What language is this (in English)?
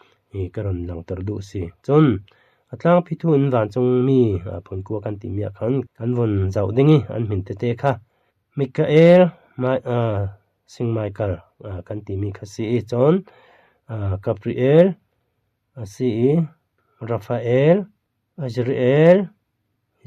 Falam Chin